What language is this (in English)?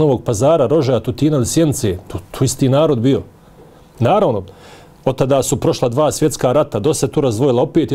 Bosnian